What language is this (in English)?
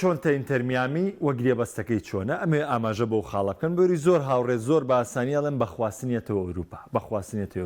Central Kurdish